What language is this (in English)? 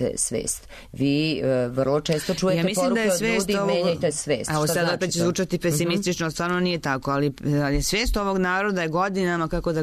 Serbian